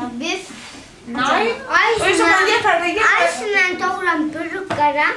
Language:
Faroese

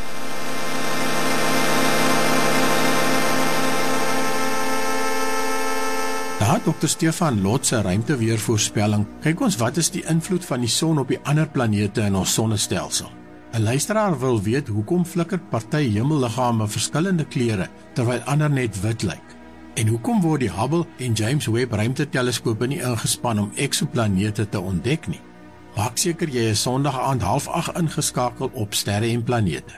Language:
Afrikaans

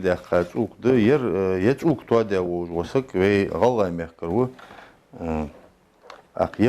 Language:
Ingush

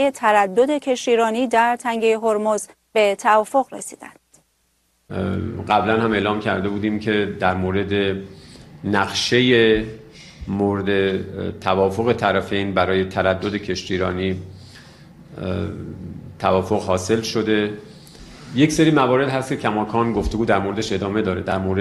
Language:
Persian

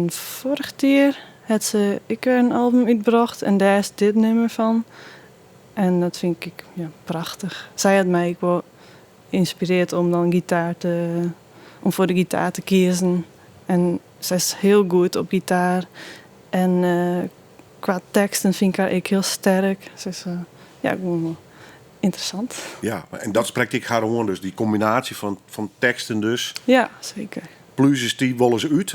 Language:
Western Frisian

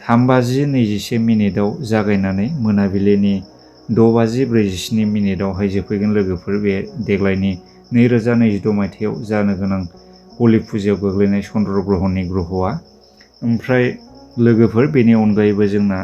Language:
Bodo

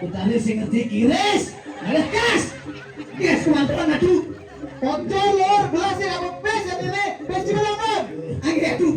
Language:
Balinese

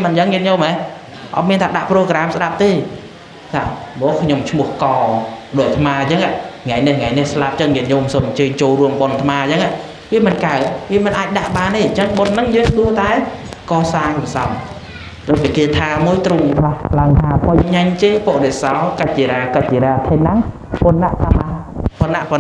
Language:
Khmer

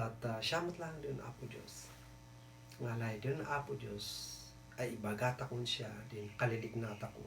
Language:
Kankanaey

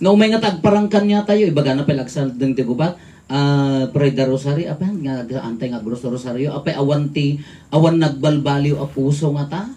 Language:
Iloko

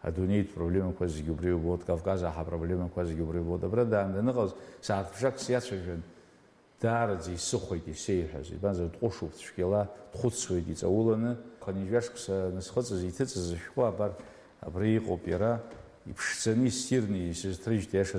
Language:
Abkhazian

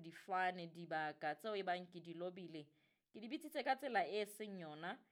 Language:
Southern Sotho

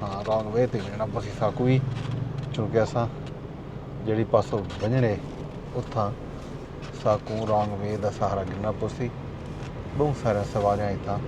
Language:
Saraiki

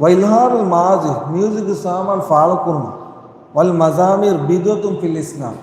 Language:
Divehi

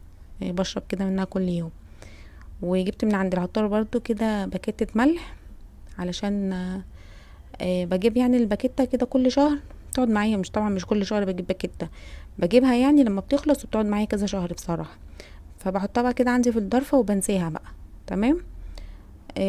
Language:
Egyptian Arabic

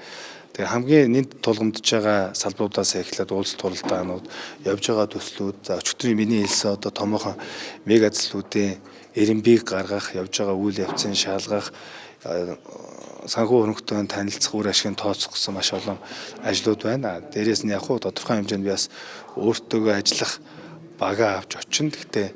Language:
Mongolian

